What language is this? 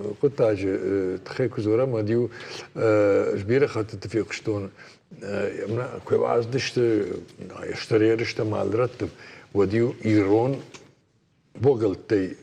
Ossetic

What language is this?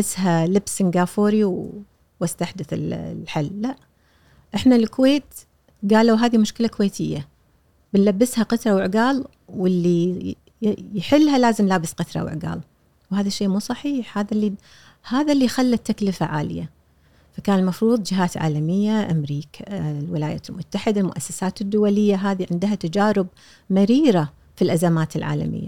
Gulf Arabic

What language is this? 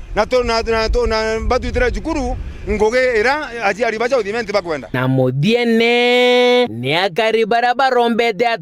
Meru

